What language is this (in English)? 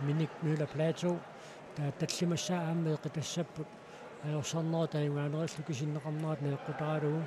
Kalaallisut